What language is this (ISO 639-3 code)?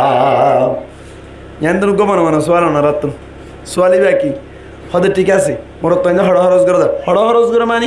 rhg